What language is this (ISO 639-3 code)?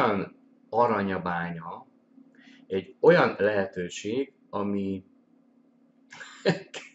hun